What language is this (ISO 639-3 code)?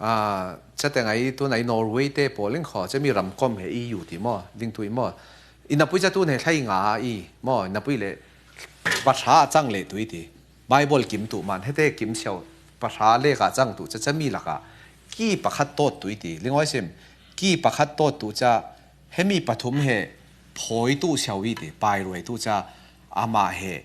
cfm